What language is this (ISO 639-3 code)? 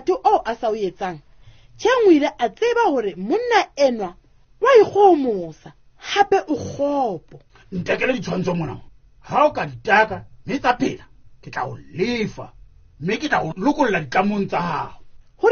sot